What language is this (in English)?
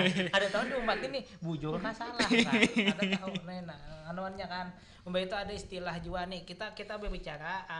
Banjar